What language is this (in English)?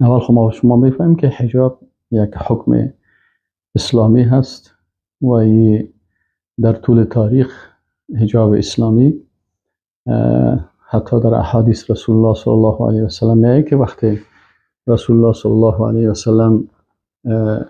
Persian